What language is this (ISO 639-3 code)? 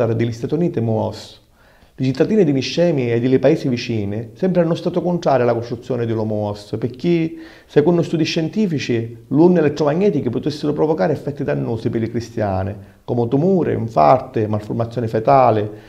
scn